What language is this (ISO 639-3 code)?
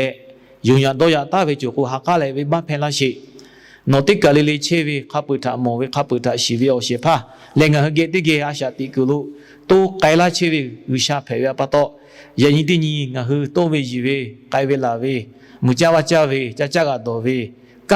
lhu